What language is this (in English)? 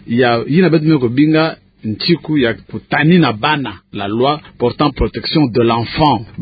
Kituba (Democratic Republic of Congo)